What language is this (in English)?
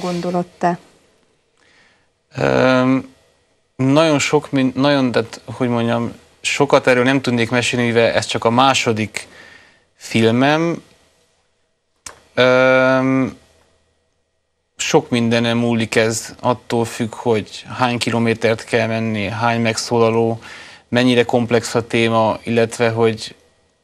Hungarian